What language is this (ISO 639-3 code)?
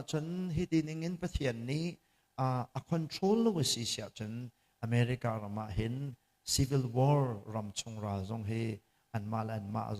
cnh